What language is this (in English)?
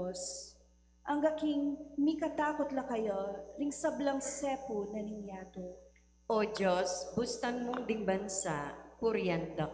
Pampanga